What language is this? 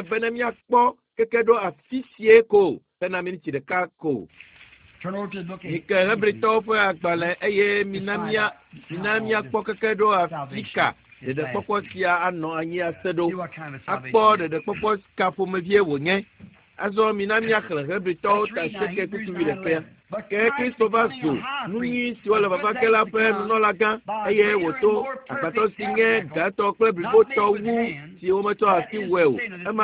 Ewe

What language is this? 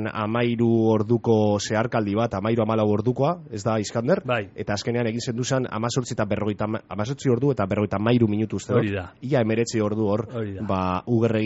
Basque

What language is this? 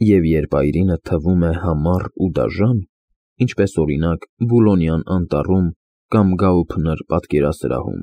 Armenian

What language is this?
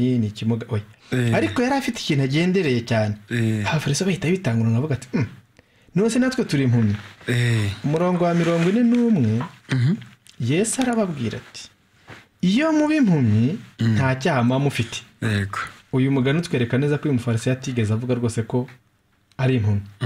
Kinyarwanda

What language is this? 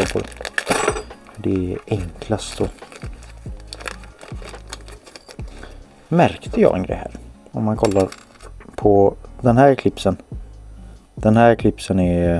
Swedish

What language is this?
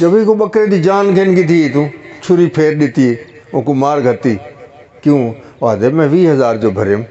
Saraiki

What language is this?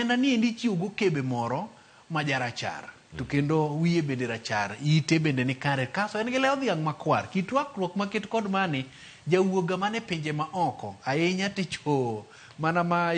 Luo (Kenya and Tanzania)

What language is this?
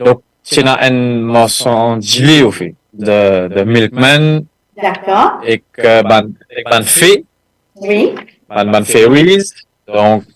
Morisyen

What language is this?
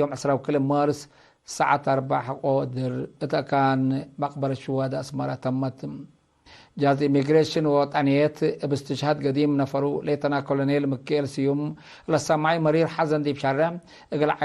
Tigre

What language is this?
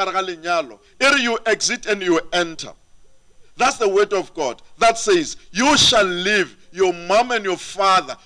Northern Sotho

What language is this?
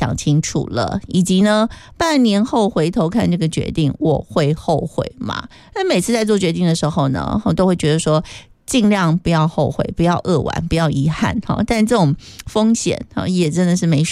Chinese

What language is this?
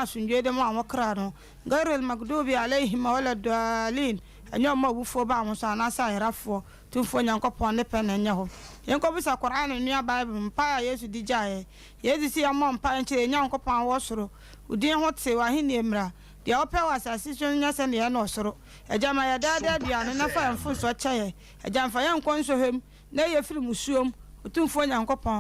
Akan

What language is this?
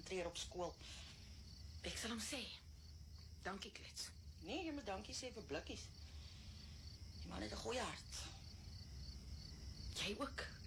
Afrikaans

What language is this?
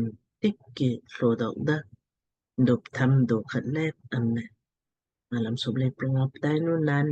Lamkang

